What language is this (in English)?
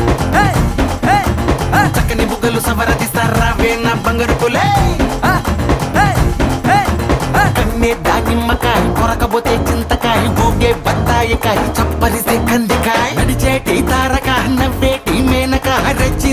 Telugu